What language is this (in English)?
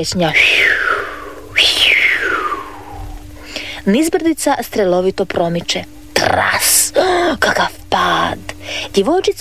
Croatian